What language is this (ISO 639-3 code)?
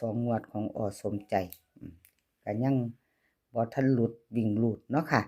tts